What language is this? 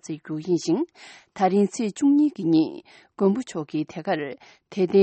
Tibetan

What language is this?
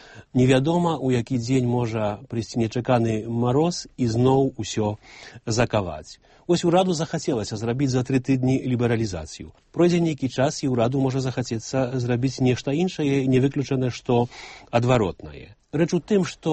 Belarusian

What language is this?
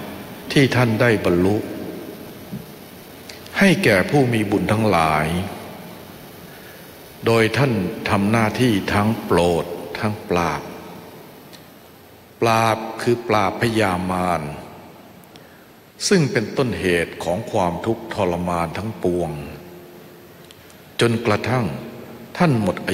Thai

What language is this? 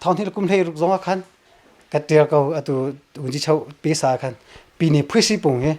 Hakha Chin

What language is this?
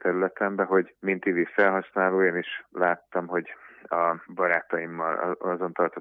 Hungarian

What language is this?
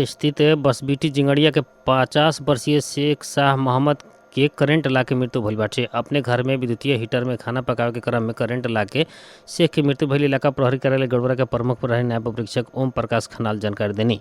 Bhojpuri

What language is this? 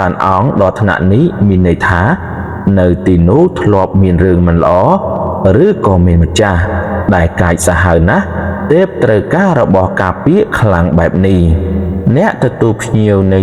Khmer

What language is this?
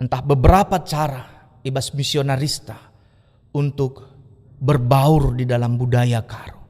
Batak Karo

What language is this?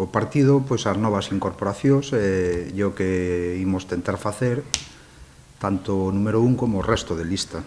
Galician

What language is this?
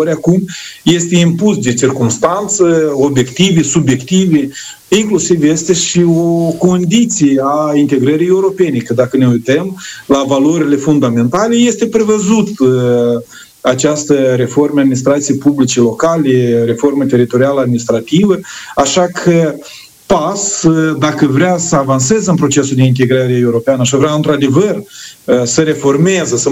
Romanian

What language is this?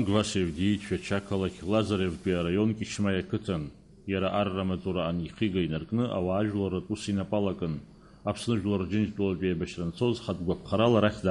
Abkhazian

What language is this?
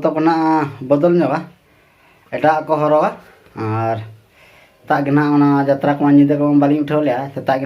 Santali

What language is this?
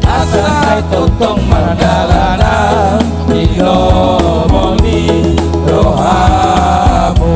Batak Toba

